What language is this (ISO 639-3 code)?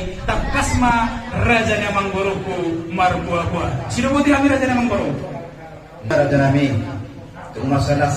bbc